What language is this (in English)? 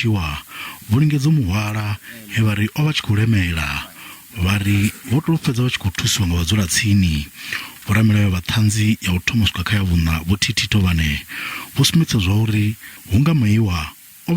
Venda